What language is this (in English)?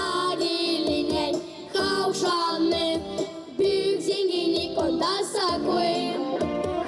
Gagauz